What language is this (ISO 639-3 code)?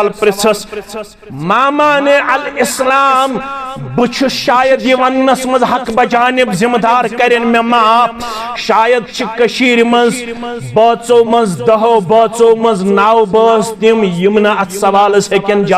kas